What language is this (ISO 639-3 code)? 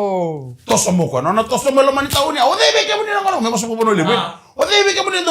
fij